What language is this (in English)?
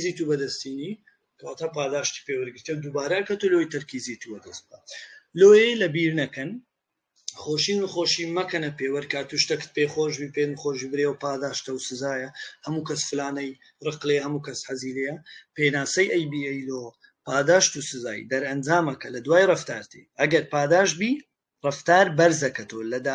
Central Kurdish